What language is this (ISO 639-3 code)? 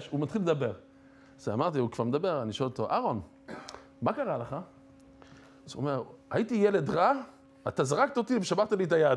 heb